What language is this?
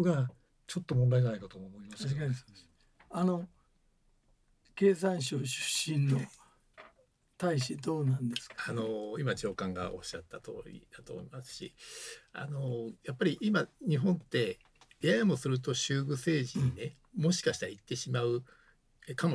Japanese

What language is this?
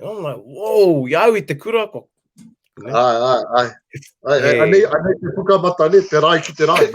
Māori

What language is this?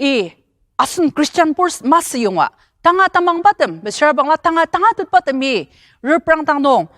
Ao Naga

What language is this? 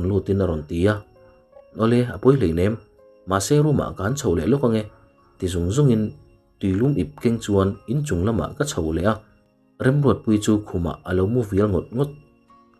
Mizo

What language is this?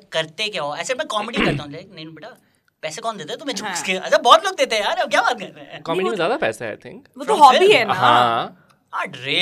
Hindi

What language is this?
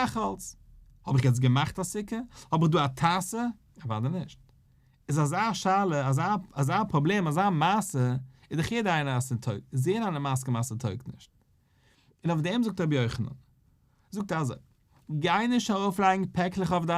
Yiddish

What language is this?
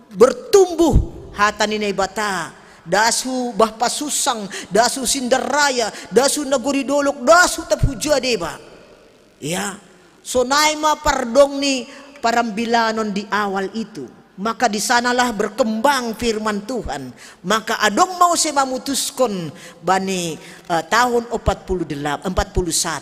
Batak Simalungun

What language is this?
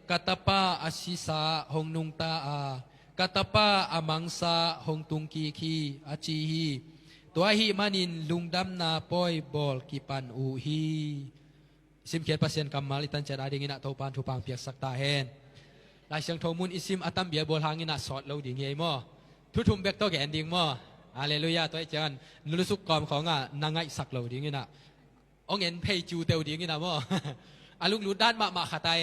Tedim Chin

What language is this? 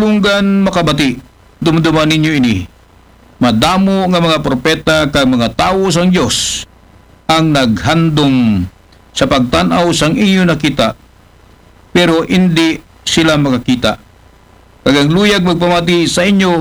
Aklanon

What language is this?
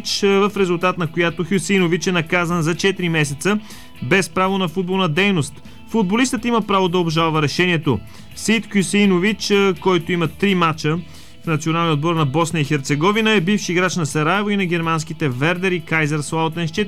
Bulgarian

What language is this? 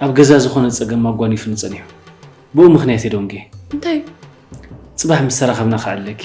Tigrinya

